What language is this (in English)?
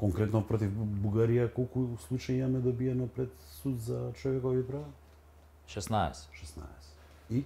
Macedonian